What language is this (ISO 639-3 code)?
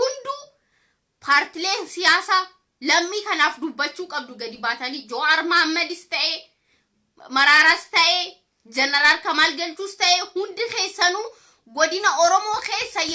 orm